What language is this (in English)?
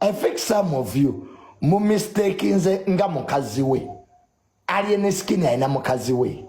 Ganda